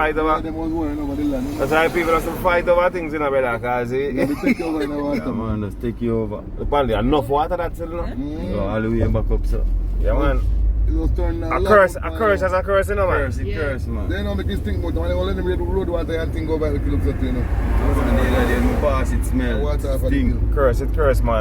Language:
Jamaican Creole English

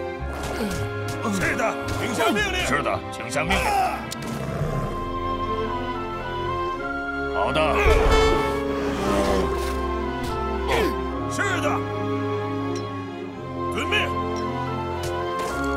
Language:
Chinese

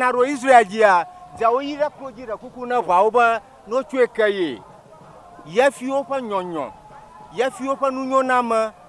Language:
Ewe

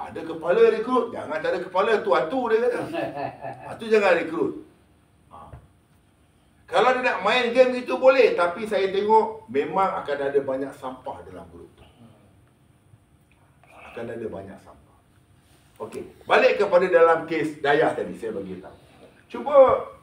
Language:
Malay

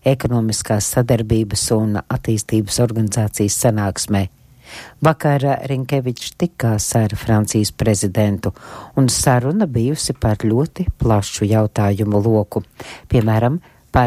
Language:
Latvian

